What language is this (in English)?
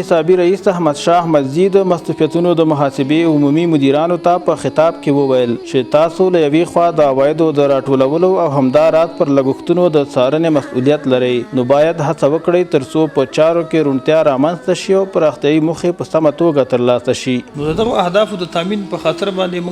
Pashto